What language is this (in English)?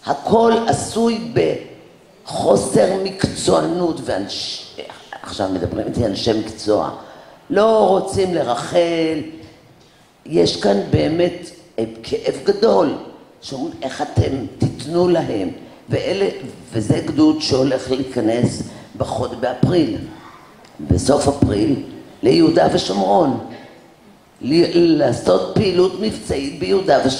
Hebrew